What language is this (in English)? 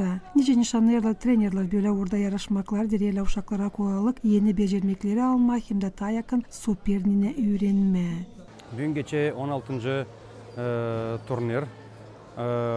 Gagauz